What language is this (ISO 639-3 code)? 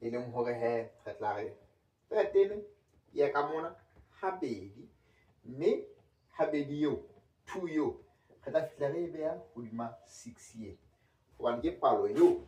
sot